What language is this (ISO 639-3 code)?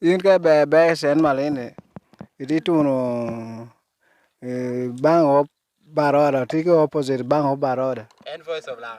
laj